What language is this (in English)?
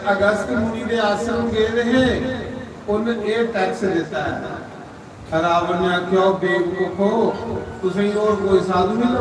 Dogri